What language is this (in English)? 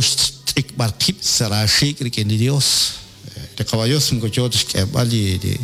Kekchí